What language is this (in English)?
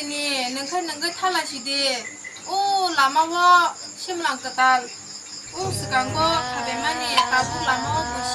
Kok Borok